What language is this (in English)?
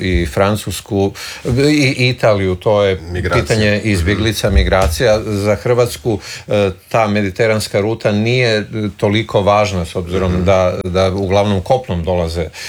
Croatian